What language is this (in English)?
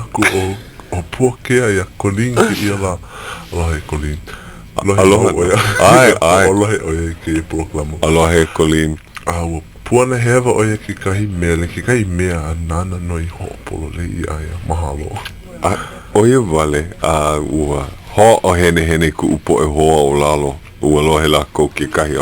Hawaiian